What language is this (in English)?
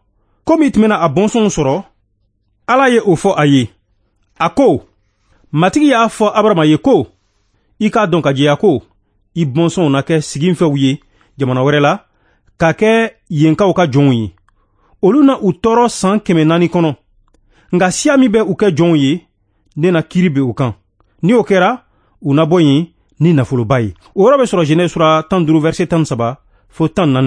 Bambara